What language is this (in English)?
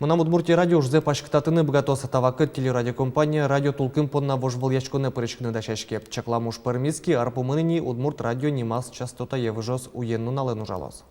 Udmurt